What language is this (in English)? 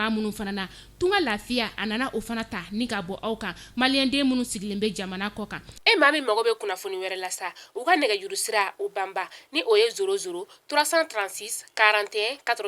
Bambara